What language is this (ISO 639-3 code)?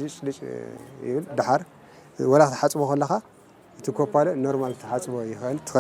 tir